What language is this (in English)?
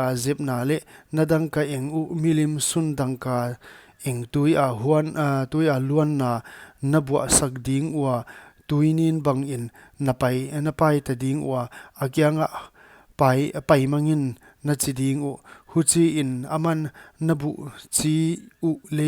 Paite Chin